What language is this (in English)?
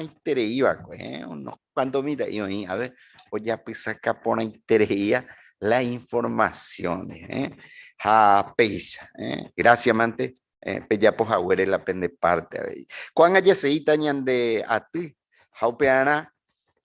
Guarani